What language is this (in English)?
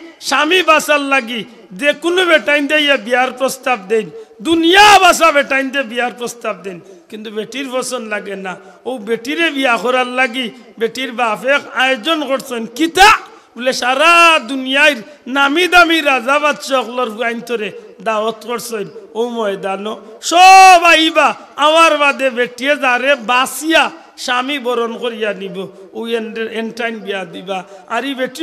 Sylheti